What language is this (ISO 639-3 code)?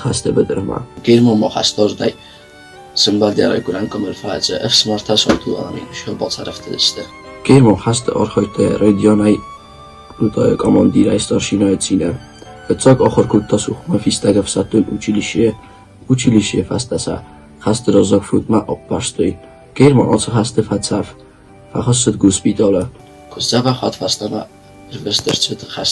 oss